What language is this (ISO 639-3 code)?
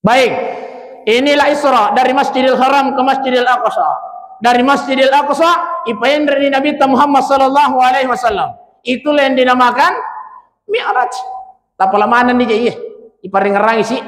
bug